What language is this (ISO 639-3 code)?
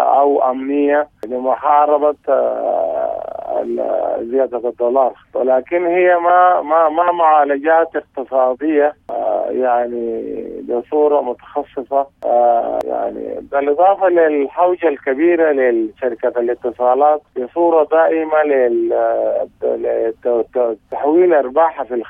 apd